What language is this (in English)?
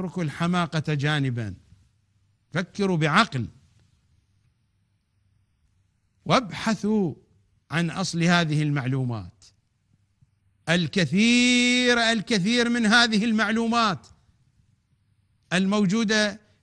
Arabic